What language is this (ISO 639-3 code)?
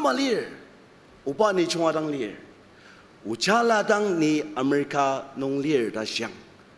njo